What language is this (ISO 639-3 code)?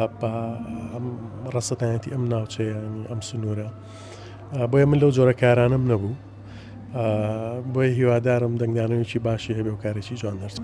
ckb